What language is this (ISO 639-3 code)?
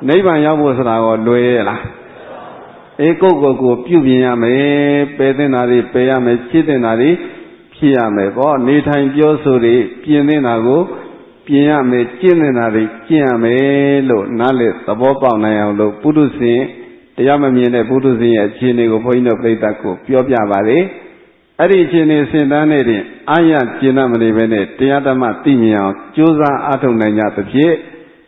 mya